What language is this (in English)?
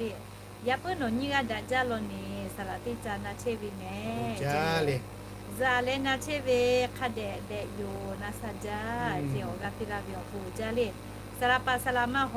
Lahu